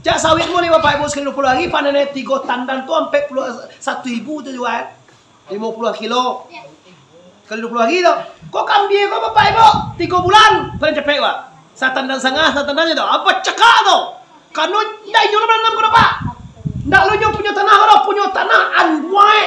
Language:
Minangkabau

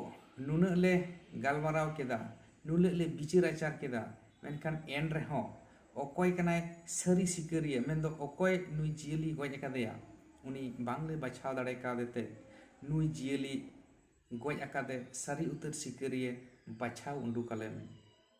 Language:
Santali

